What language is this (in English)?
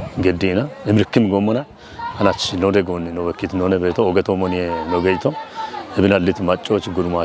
Kafa